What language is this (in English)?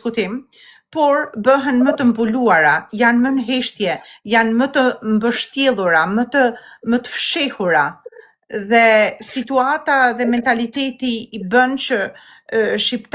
Albanian